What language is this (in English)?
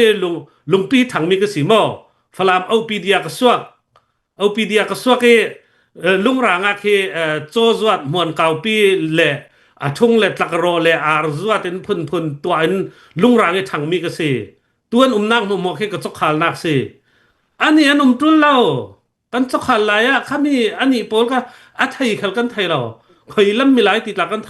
Hakha Chin